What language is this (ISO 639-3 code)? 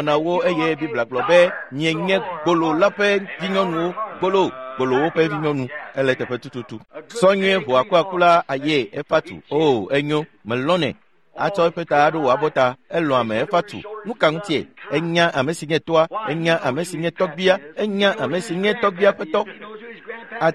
ewe